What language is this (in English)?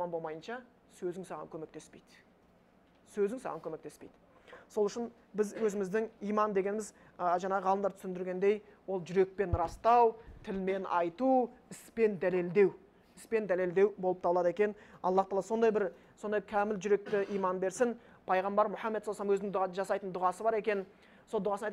Kazakh